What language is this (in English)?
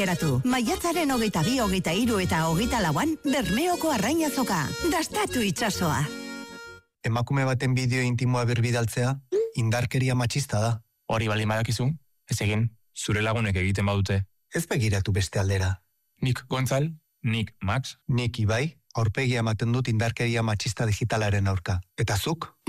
Basque